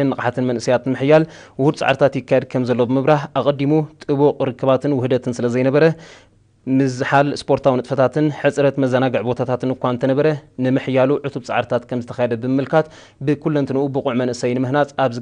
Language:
Tigrinya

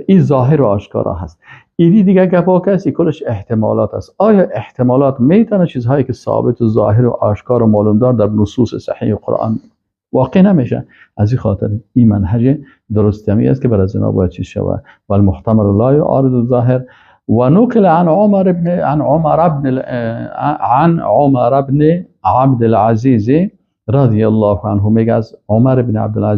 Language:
Persian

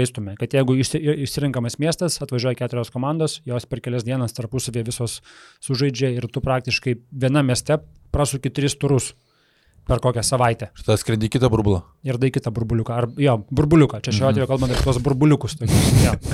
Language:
Lithuanian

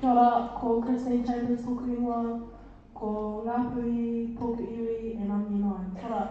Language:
Māori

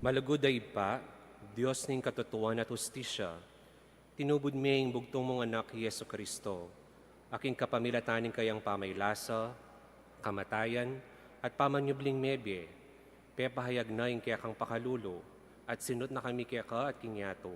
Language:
Pampanga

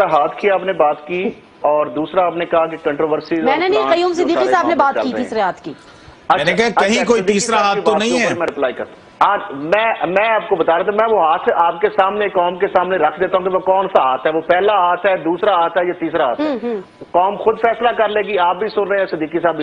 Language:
Urdu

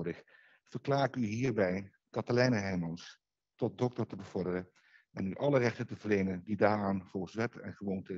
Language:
Dutch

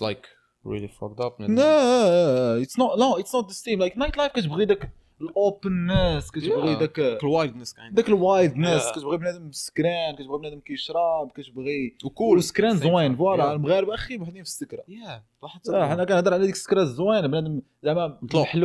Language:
Moroccan Arabic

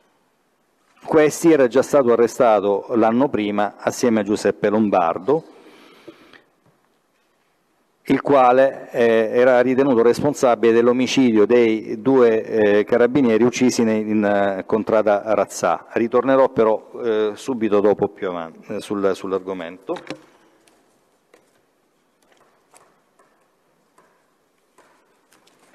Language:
Italian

